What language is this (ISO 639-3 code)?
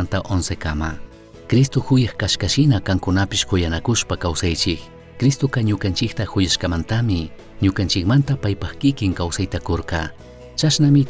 qug